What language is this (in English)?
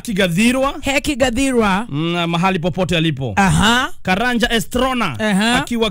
Kikuyu